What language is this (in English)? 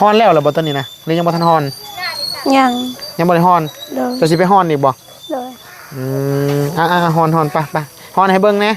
Northeastern Thai